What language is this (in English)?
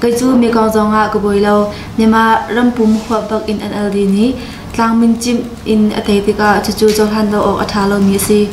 Hakha Chin